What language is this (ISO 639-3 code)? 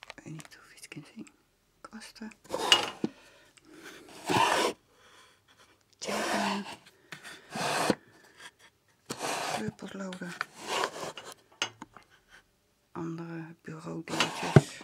nld